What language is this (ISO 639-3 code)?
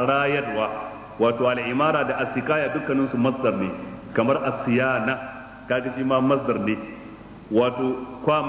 hau